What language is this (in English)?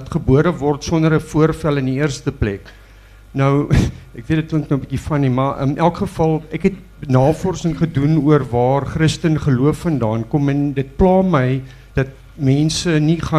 Afrikaans